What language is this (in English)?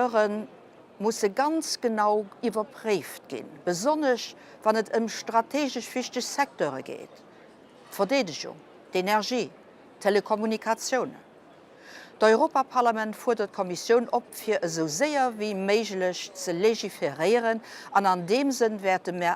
Luxembourgish